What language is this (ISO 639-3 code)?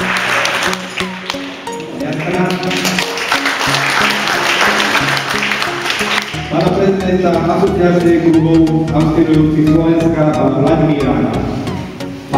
slk